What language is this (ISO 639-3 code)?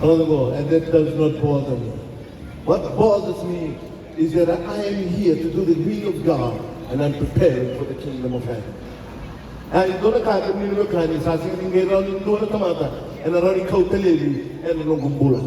fij